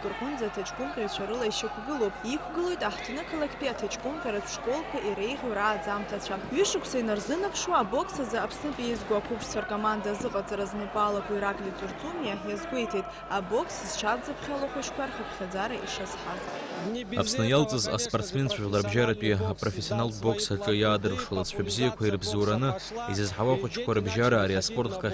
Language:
Abkhazian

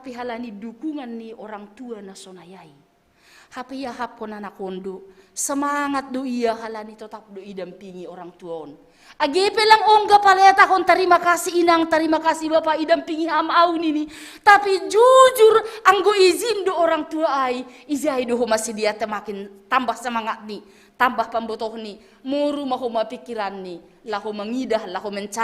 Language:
Batak Simalungun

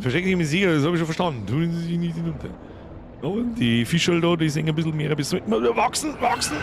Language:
Bavarian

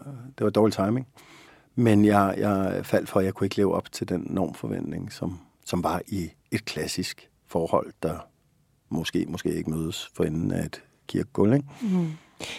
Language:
Danish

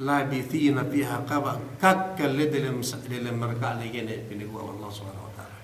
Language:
Yakan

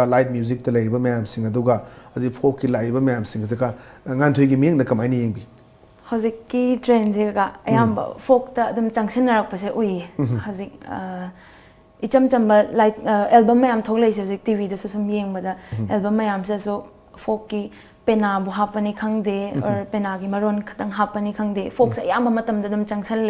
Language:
Manipuri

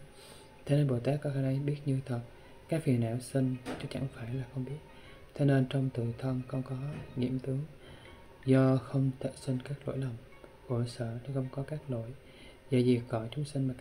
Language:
Vietnamese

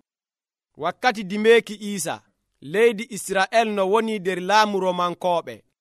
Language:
Nigerian Fulfulde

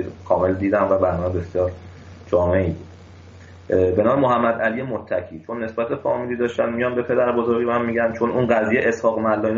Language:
Persian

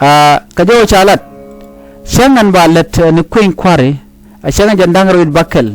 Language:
Nuer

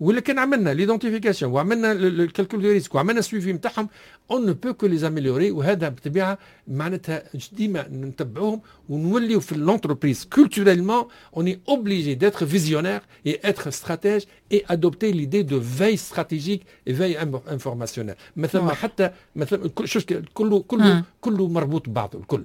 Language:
Tunisian Arabic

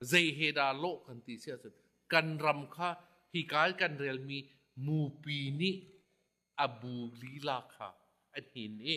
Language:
Hakha Chin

